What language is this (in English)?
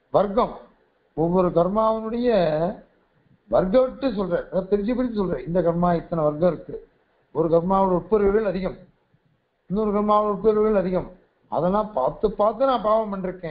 Tamil